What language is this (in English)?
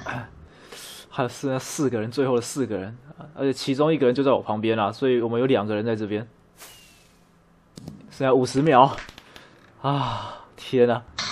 Chinese